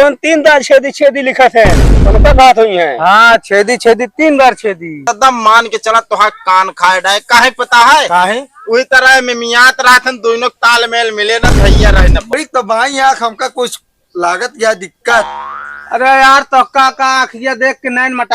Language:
Awadhi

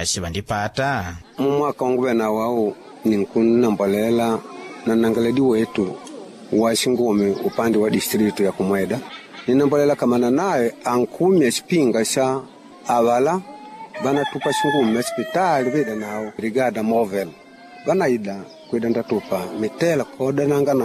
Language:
Makonde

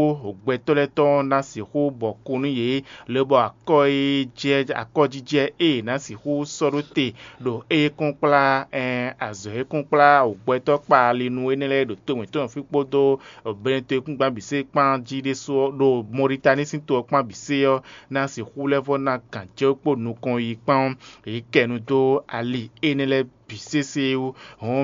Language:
Fon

